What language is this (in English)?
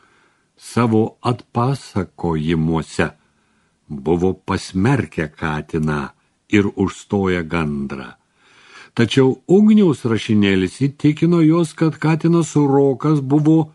Lithuanian